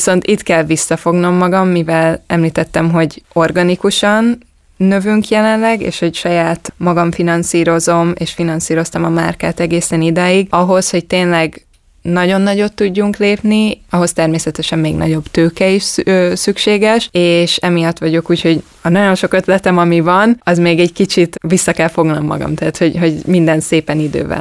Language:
Hungarian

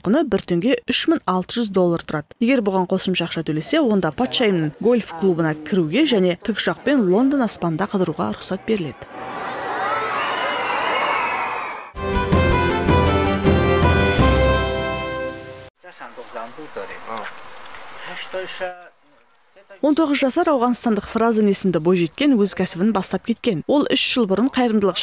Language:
Kazakh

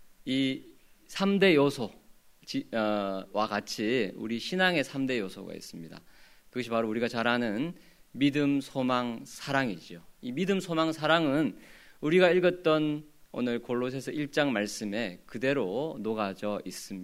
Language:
Korean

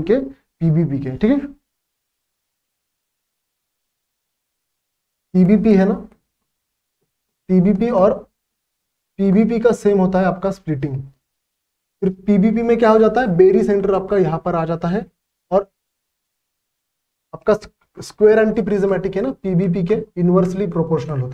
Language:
Hindi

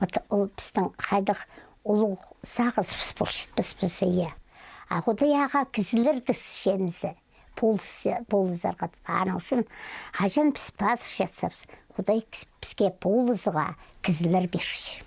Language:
Khakas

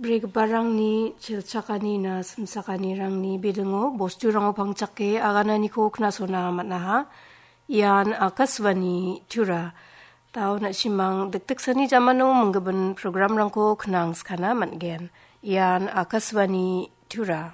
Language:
Garo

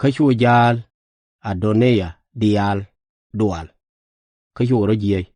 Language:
Nuer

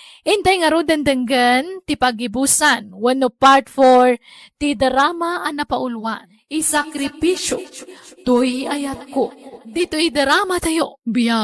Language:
Iloko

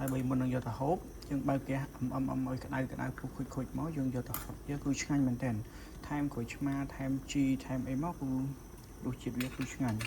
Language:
Khmer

